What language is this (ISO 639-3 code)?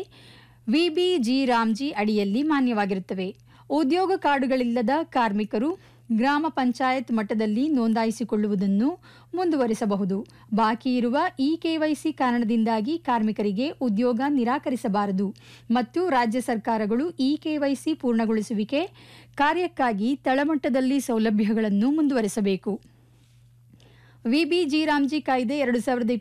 kan